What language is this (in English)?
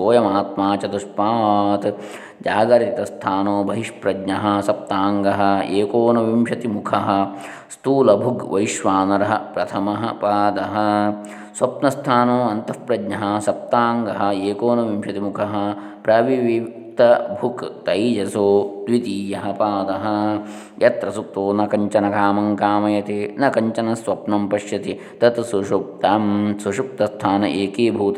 Sanskrit